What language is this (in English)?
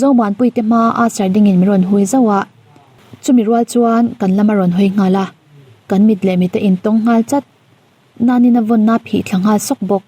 Mizo